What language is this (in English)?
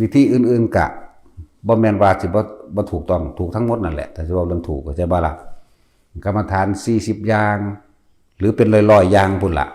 Northeastern Thai